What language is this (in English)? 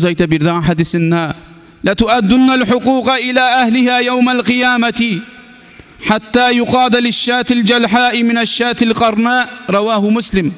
Kumyk